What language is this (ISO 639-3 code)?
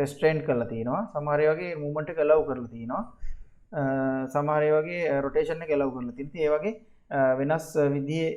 sin